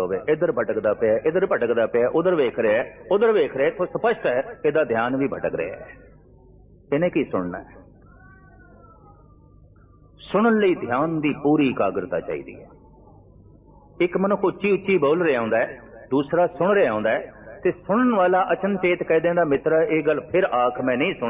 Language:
Punjabi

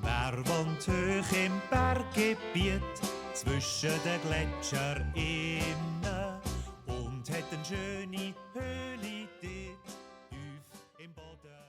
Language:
Swiss German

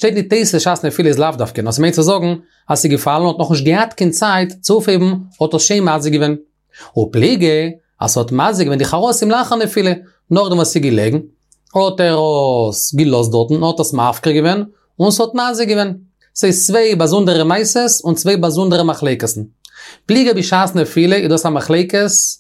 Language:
Yiddish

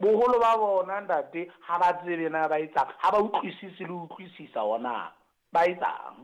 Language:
Southern Sotho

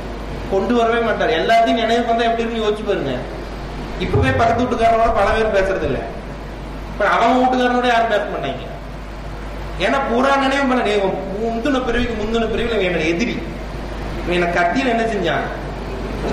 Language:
Tamil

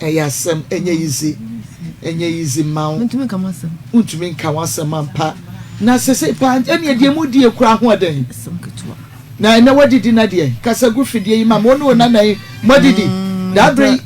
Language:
Akan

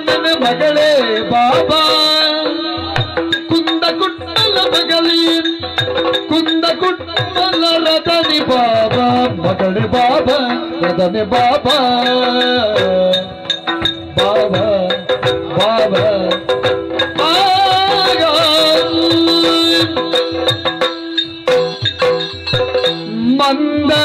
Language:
Kannada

